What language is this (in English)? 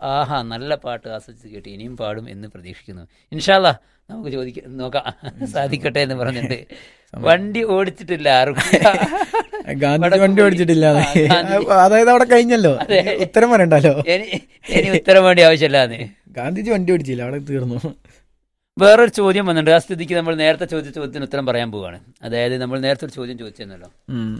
Malayalam